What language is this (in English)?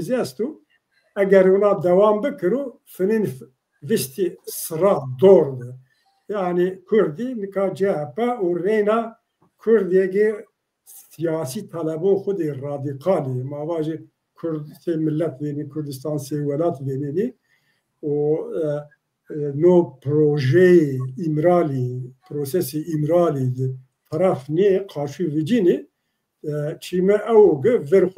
Zaza